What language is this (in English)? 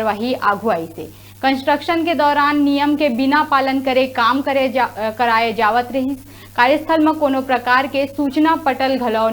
Chhattisgarhi